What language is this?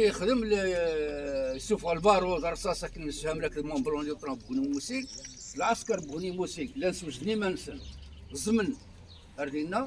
Kabyle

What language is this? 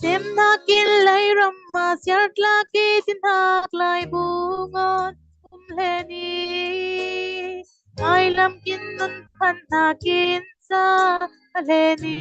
Falam Chin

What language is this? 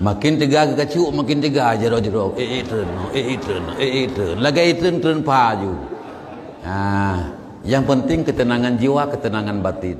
Achinese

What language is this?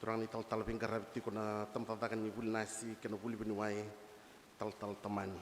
Fijian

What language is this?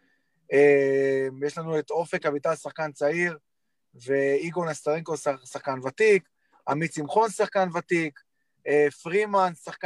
Hebrew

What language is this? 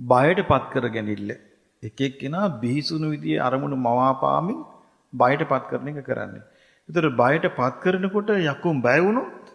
Sinhala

